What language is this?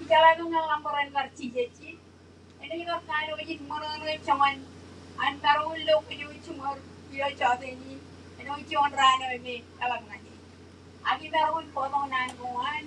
Marshallese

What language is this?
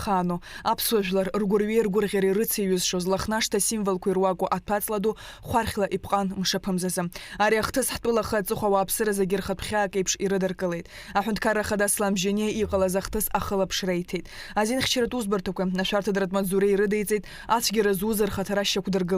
Abkhazian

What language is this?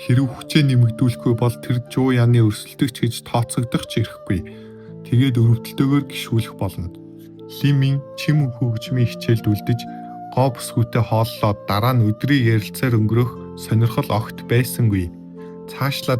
Mongolian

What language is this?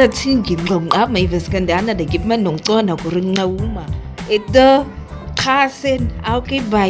Nama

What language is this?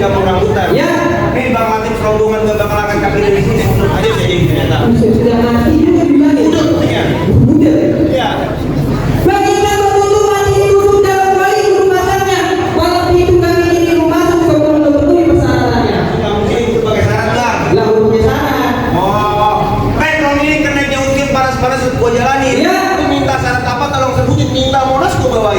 Betawi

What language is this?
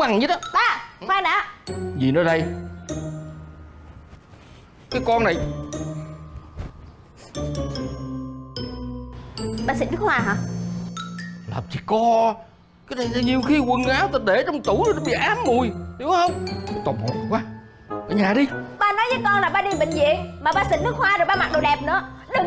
Vietnamese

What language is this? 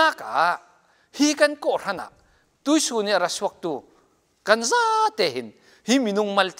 Falam Chin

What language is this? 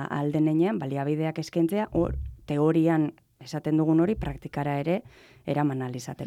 Basque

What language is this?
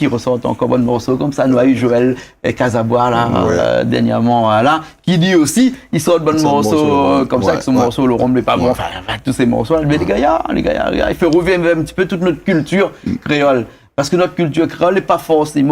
Réunion Creole French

